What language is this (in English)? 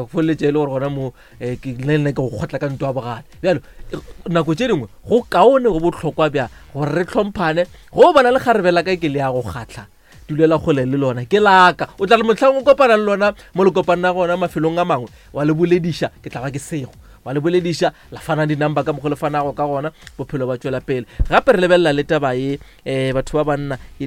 Northern Sotho